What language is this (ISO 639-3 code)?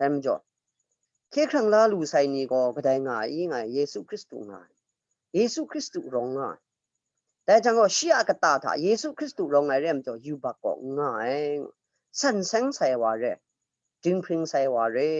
kac